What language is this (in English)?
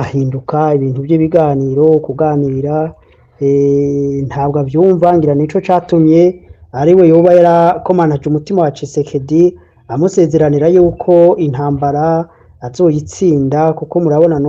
Rundi